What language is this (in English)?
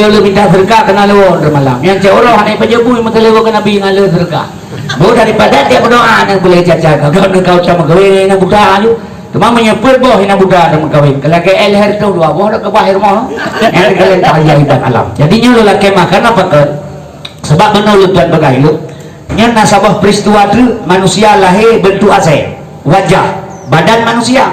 Achinese